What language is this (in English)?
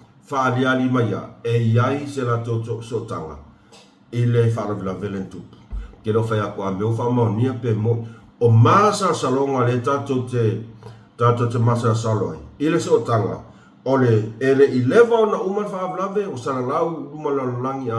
Samoan